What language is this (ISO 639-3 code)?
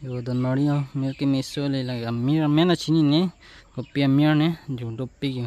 mjw